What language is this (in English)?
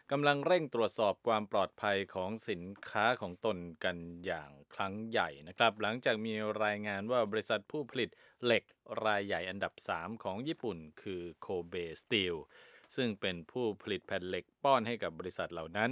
Thai